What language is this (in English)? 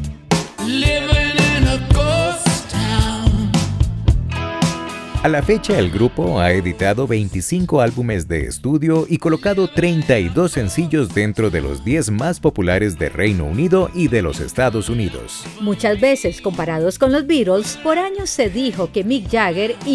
Spanish